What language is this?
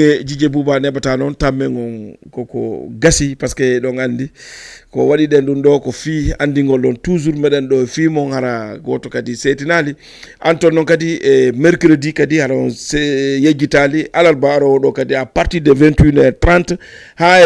Fula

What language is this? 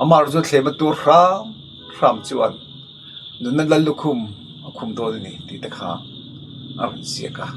Mizo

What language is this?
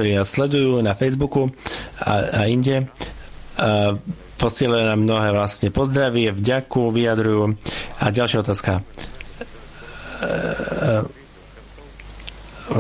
Slovak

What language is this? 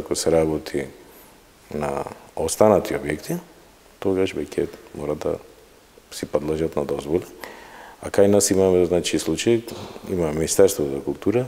Macedonian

